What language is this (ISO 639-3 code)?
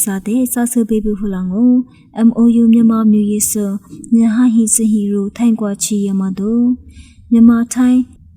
lis